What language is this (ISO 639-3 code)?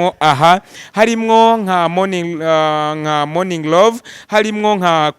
run